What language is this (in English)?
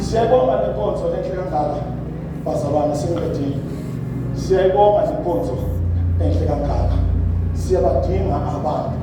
Zulu